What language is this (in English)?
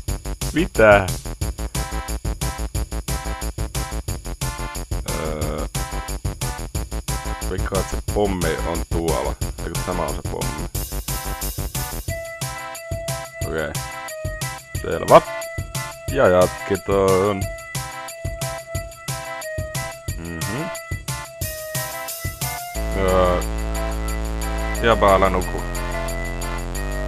Finnish